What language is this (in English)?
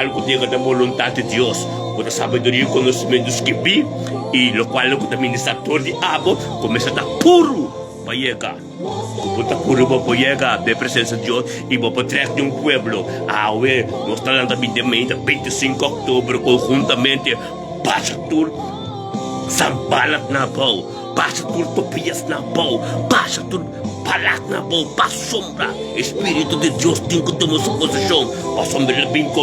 Papiamento